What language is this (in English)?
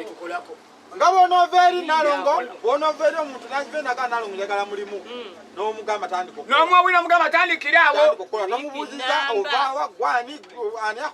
Ganda